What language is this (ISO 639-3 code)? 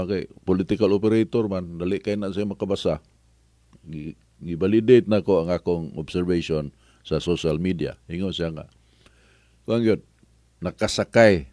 ceb